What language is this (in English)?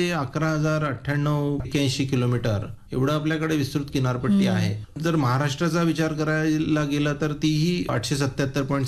Marathi